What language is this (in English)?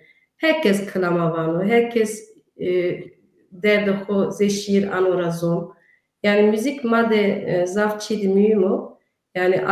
Kurdish